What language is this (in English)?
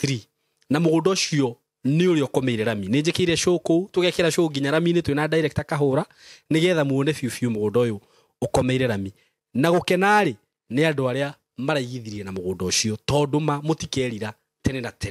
Kikuyu